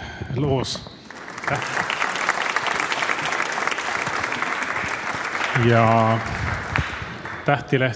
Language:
Estonian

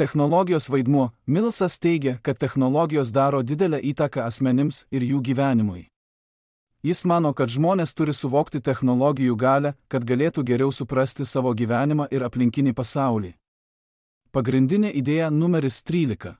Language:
Lithuanian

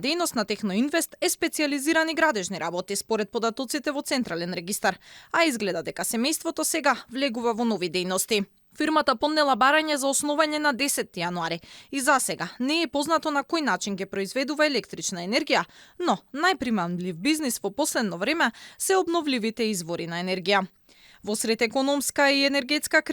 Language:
Macedonian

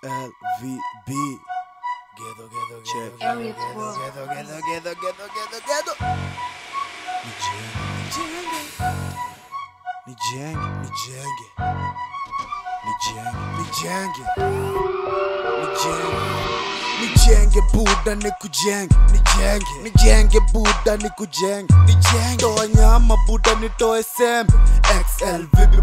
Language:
Swahili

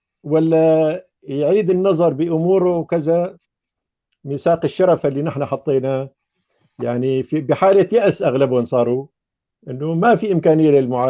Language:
North Levantine Arabic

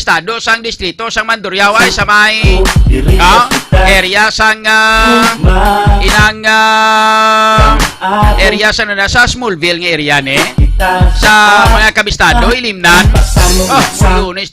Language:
Hiligaynon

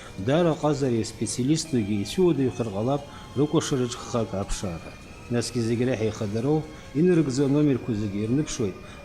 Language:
Abkhazian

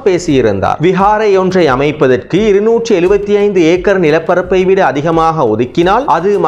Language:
Tamil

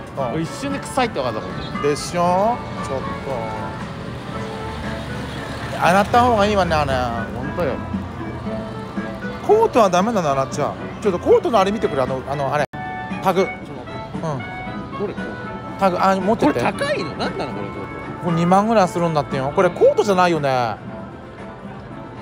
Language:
Japanese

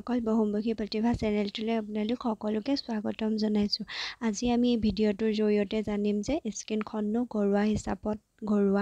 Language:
Assamese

